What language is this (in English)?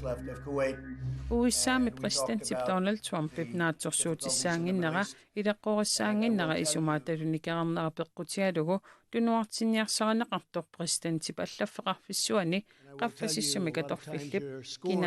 Kalaallisut